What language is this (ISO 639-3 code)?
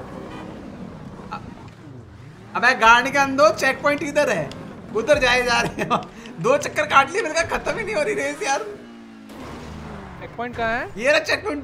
hin